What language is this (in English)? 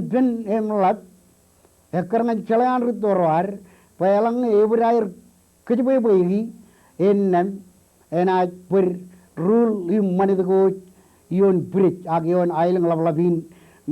Marshallese